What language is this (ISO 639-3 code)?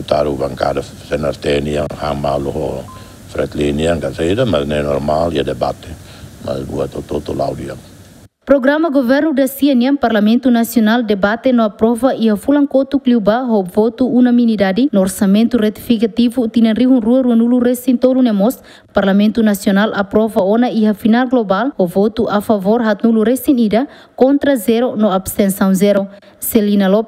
tet